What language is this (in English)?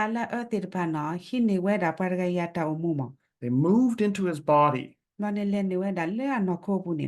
S'gaw Karen